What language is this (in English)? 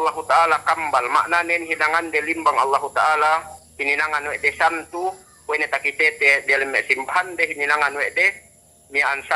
Yakan